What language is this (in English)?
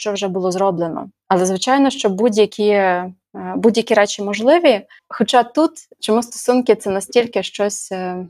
Ukrainian